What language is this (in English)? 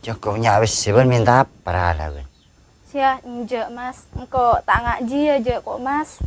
Madurese